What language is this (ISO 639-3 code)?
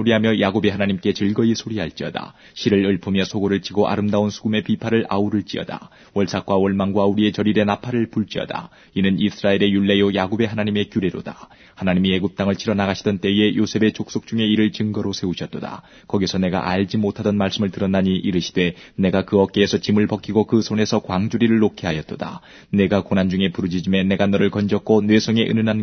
kor